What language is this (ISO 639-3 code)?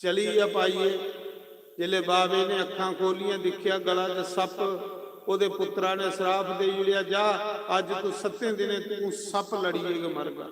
doi